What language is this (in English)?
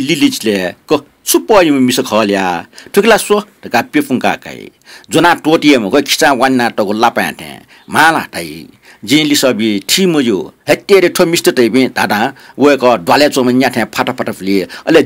Newari